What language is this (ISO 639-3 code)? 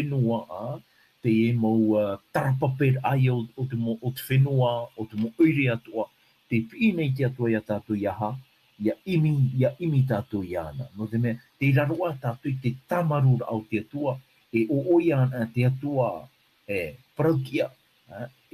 tah